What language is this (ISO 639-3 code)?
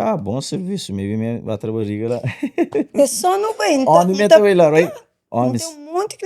kea